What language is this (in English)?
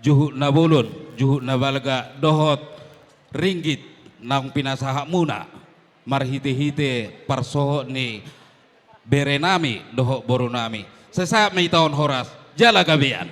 Batak Toba